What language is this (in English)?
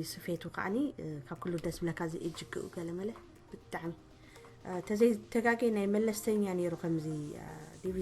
Tigrinya